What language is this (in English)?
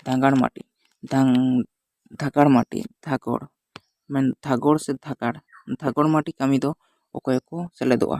Santali